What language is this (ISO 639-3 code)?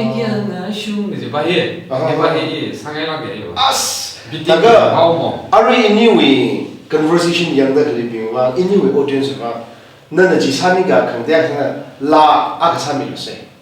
nmf